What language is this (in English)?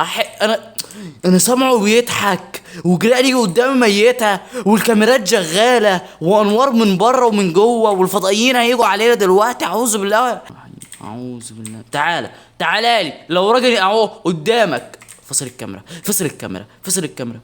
Egyptian Arabic